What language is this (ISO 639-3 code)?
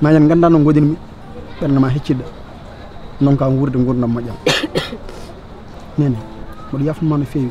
ful